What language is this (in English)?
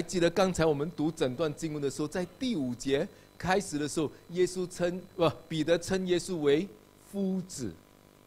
Chinese